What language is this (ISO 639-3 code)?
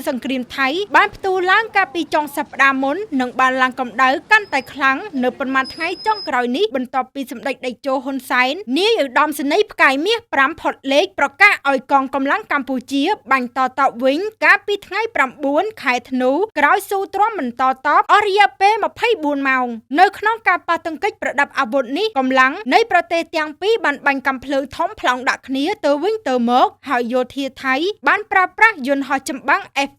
khm